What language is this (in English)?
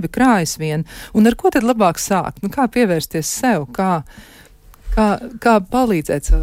Latvian